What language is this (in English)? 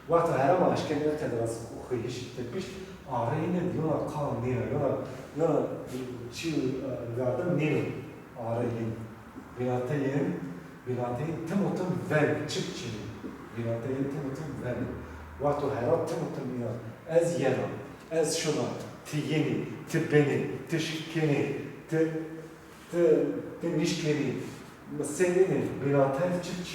Zaza